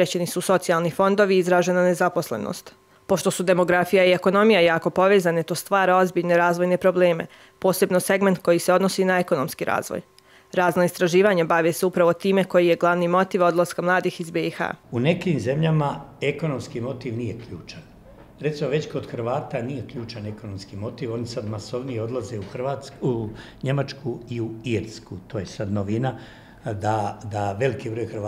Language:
Bosnian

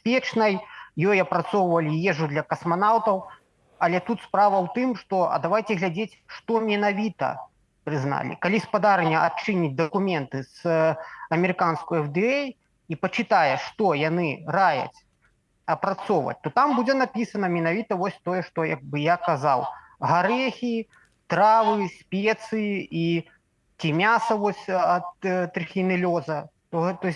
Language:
Belarusian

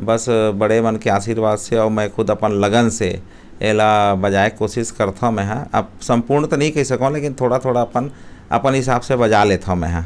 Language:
Chhattisgarhi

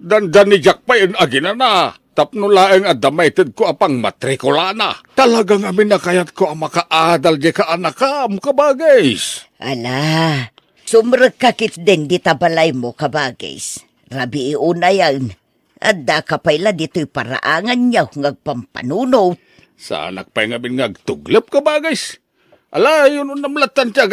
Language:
Iloko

